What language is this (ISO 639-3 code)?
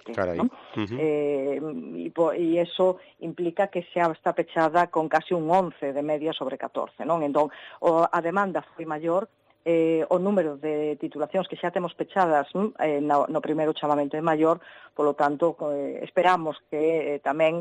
glg